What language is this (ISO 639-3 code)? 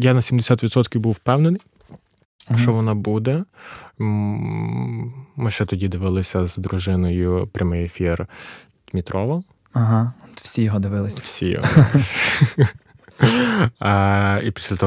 ukr